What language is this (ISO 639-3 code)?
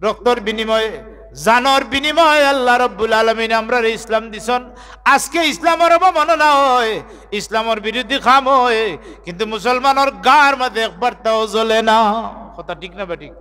syl